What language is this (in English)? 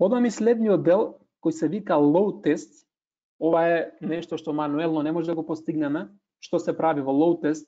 Macedonian